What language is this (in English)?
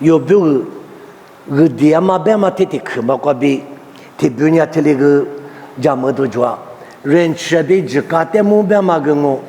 Lisu